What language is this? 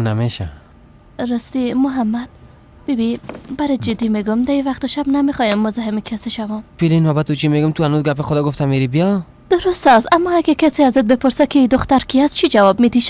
Persian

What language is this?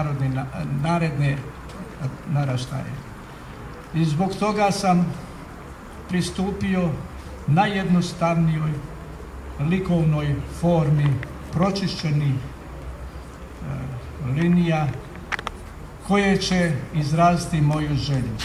Croatian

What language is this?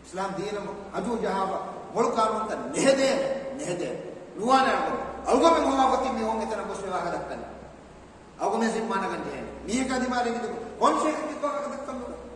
Divehi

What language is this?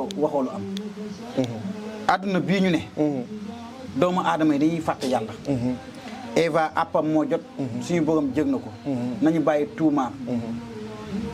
Wolof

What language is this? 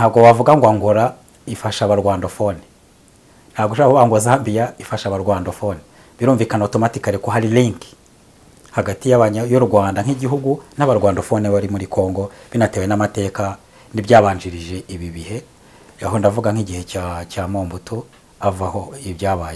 Kinyarwanda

